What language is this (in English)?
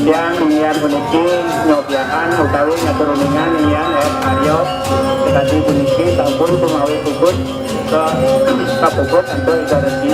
Balinese